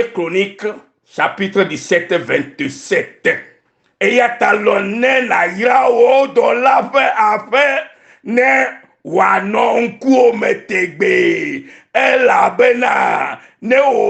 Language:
Ewe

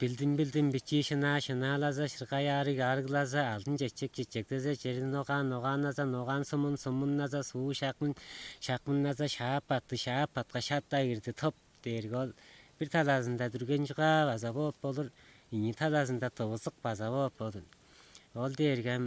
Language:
Tuvinian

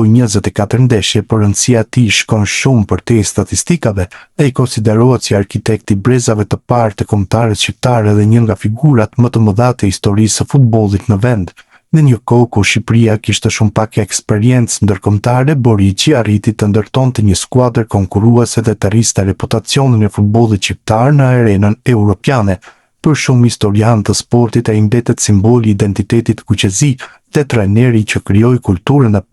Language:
Albanian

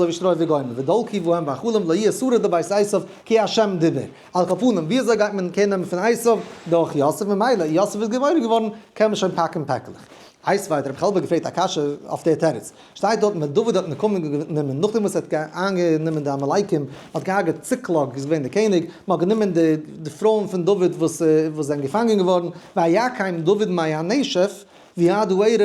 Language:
Yiddish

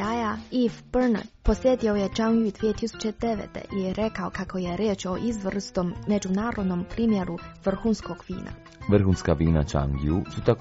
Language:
Croatian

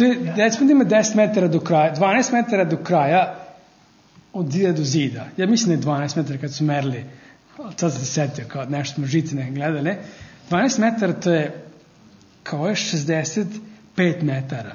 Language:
Serbian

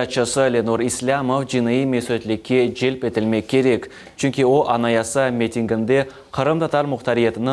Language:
Crimean Tatar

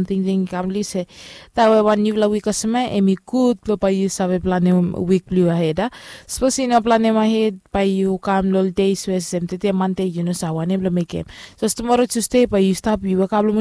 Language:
Bislama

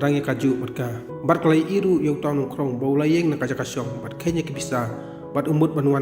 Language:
Khasi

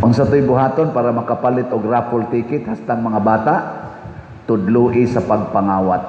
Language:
Cebuano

